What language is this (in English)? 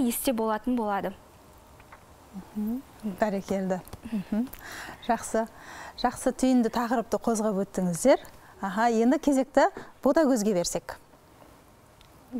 Kazakh